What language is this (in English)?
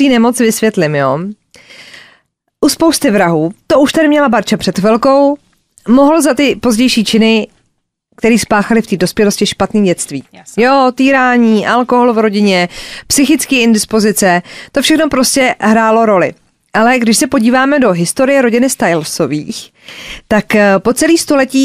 Czech